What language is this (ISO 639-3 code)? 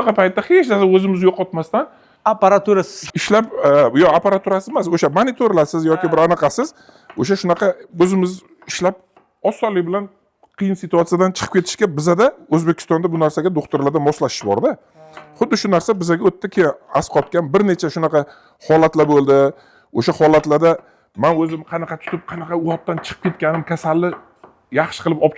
uzb